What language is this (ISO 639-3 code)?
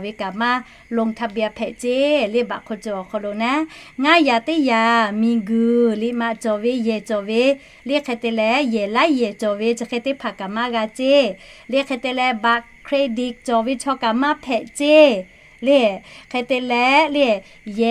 lhu